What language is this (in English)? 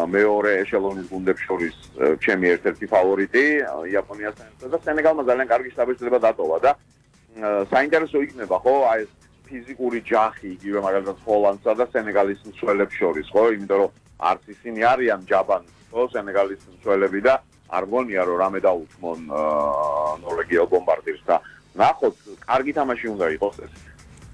Georgian